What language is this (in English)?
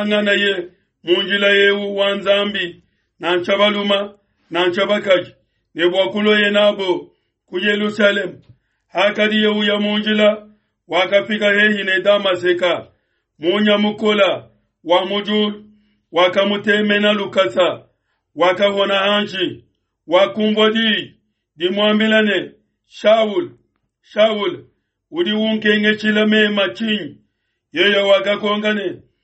Luba-Lulua